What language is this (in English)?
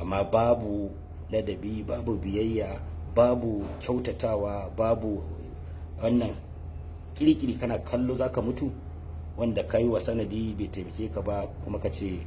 Hausa